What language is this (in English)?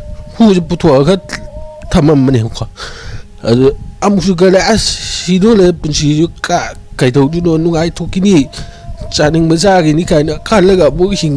Manipuri